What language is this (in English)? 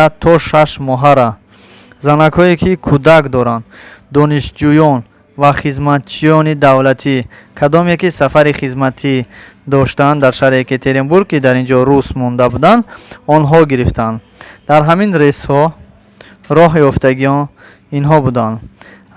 Tajik